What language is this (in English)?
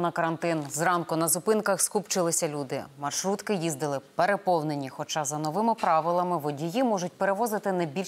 Ukrainian